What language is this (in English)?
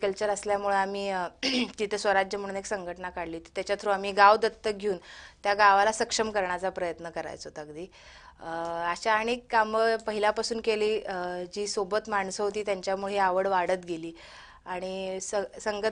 Marathi